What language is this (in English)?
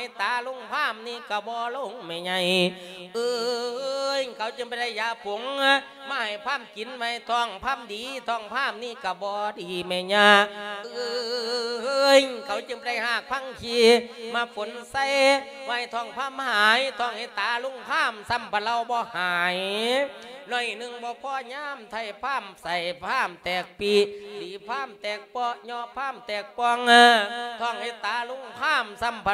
Lao